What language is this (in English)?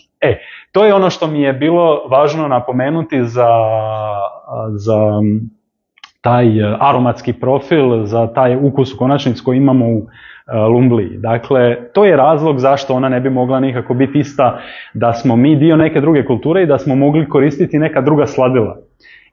Croatian